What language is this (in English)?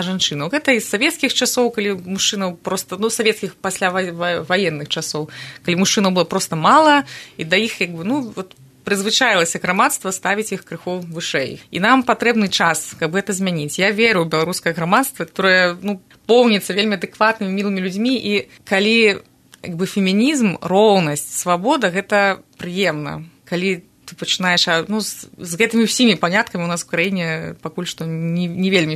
Belarusian